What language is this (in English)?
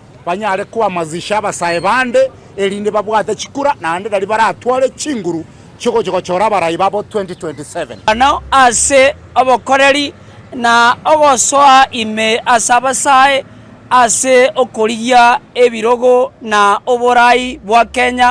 Gusii